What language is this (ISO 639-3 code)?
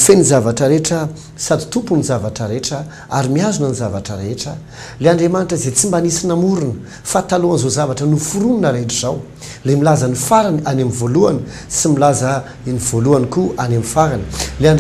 mlg